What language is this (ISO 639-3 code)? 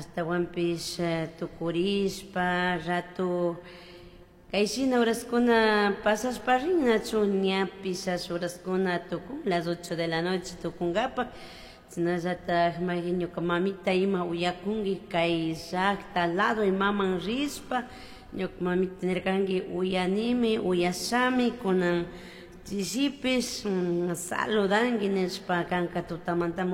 qug